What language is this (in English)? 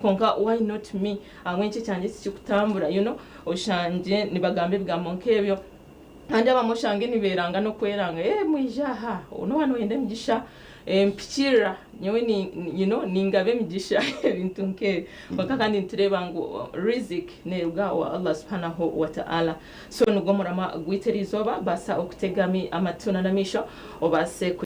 Nyankole